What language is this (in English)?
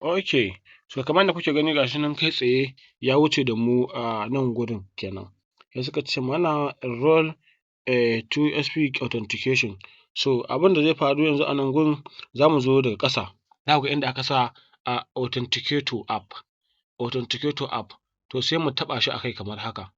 Hausa